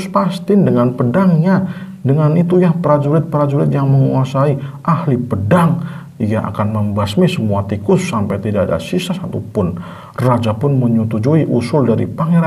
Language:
Indonesian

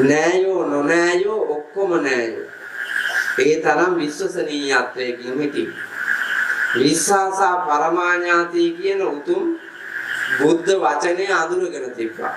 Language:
Sinhala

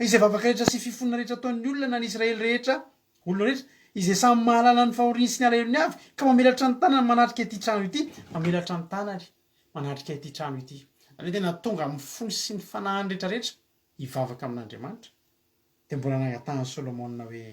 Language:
Malagasy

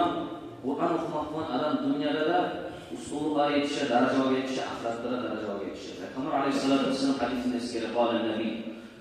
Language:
Kumyk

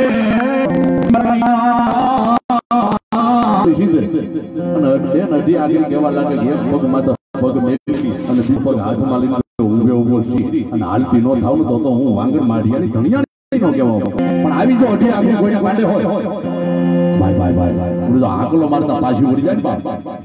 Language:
Gujarati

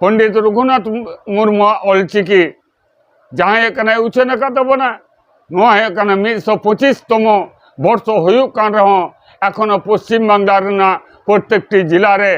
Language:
Santali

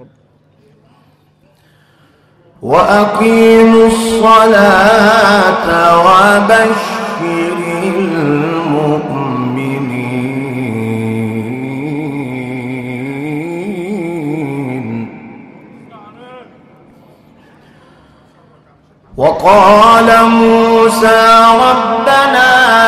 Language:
Arabic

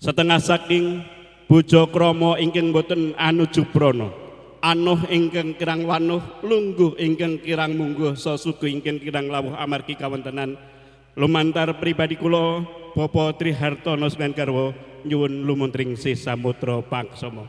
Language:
Javanese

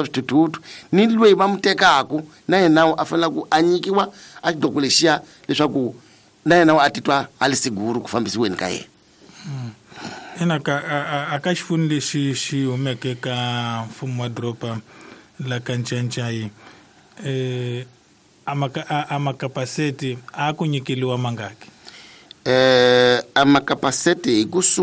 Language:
Tsonga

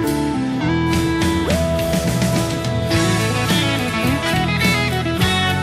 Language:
Lahu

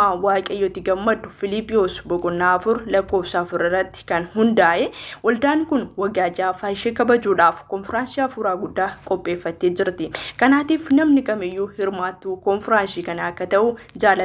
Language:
Oromo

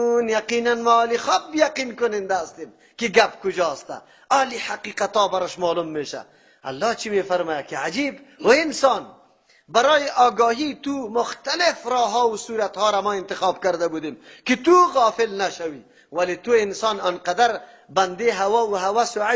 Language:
Persian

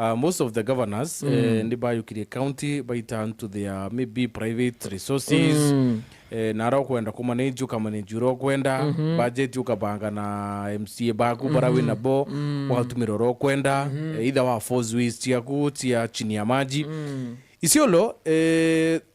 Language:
Meru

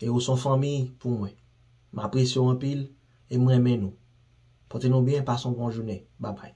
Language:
Haitian Creole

